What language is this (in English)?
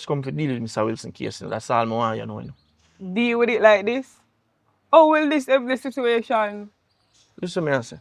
Jamaican Creole English